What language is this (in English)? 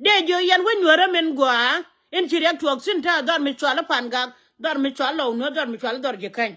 Nuer